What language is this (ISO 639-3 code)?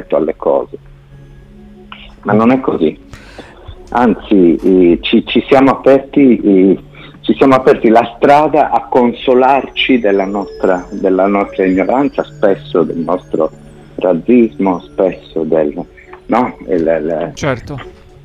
ita